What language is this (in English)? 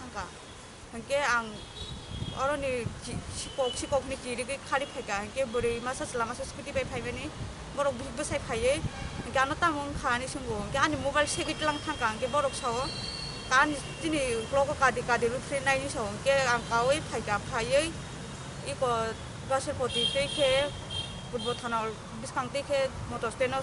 Kok Borok